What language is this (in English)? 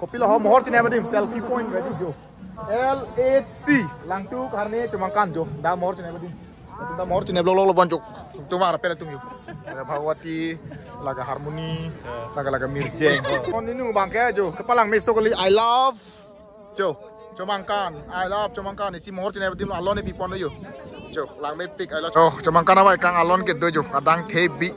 Karbi